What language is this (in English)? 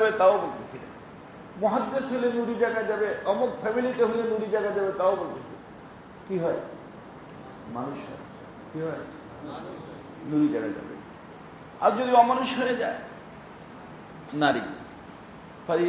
Bangla